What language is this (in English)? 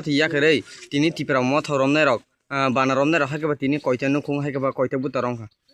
Kok Borok